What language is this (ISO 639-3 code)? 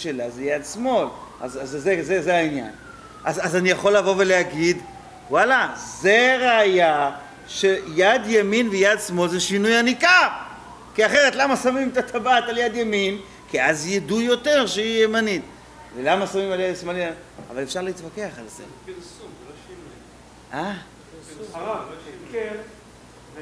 heb